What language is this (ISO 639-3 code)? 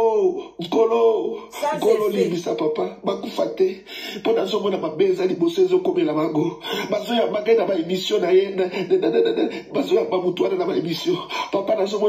lin